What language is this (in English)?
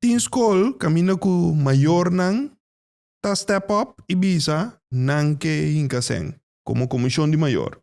Papiamento